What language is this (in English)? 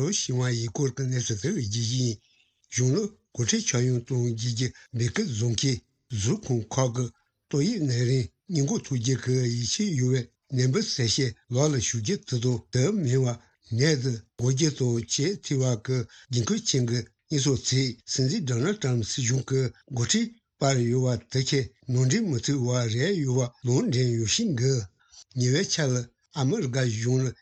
Tibetan